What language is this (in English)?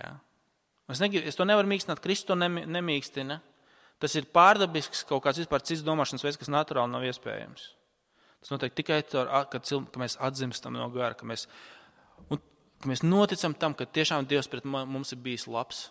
Latvian